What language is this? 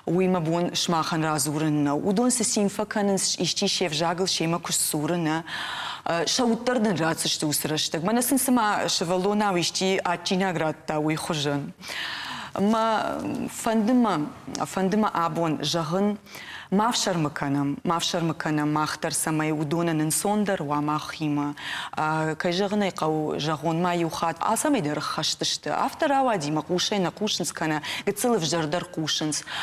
Ossetic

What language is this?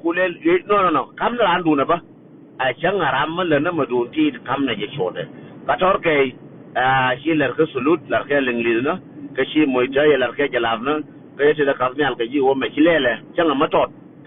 Nuer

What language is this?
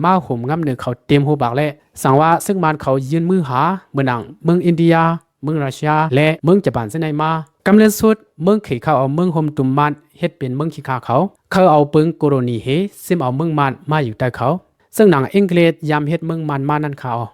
Shan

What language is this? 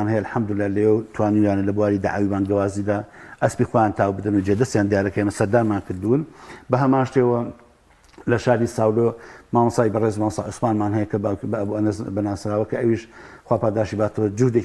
Central Kurdish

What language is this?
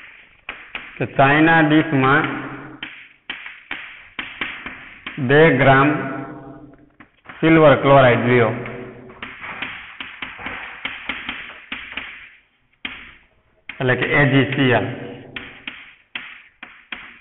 Gujarati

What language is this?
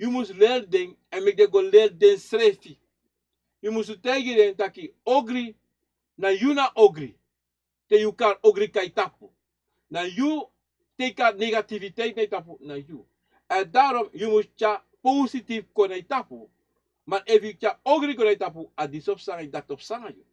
Sranan Tongo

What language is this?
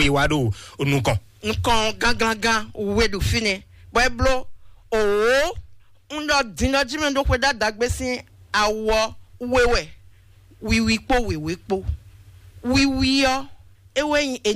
Fon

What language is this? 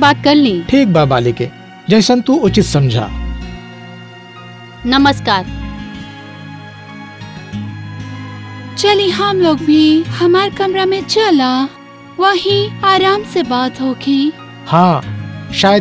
Bhojpuri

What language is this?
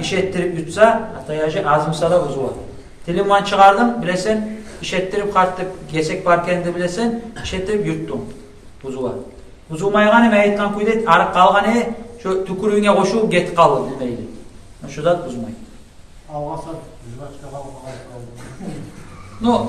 Kumyk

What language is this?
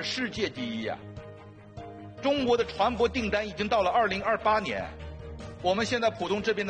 Chinese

